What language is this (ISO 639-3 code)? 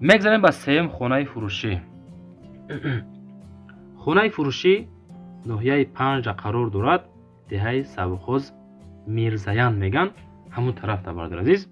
tgk